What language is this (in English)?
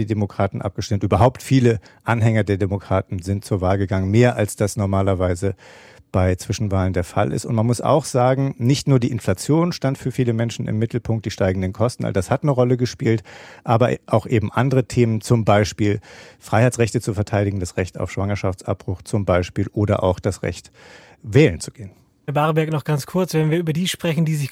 German